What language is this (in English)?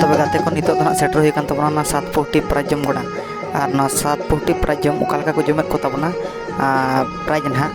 Santali